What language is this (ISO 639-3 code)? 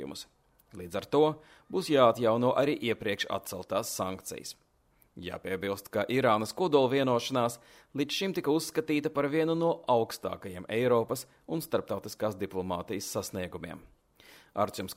lav